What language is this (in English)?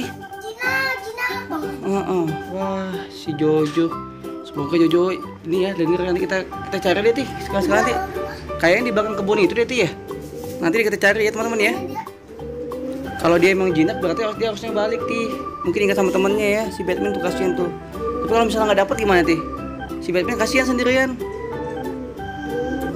Indonesian